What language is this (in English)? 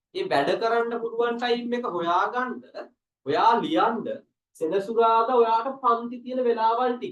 Sinhala